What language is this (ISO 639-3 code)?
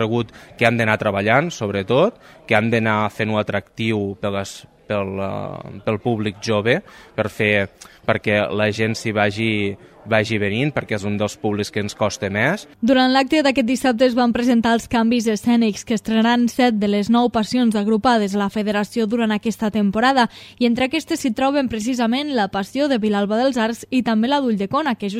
cat